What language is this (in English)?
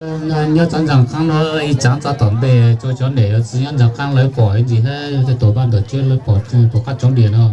Hmong